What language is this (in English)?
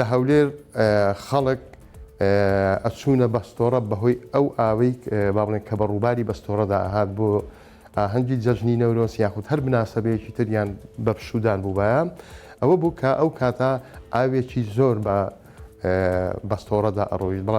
Central Kurdish